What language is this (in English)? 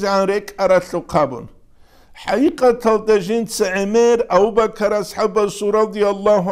Avaric